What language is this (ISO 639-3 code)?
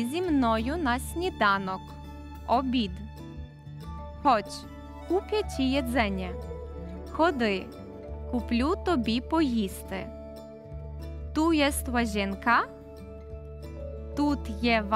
ukr